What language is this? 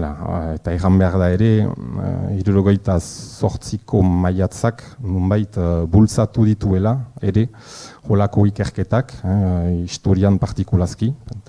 Basque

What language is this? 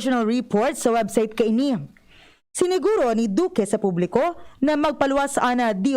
Bikol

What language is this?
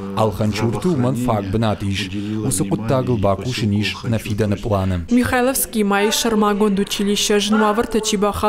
Ossetic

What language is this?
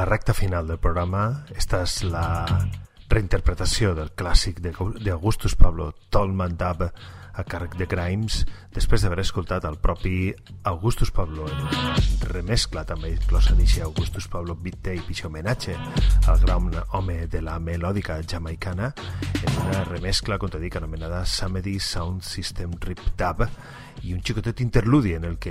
Catalan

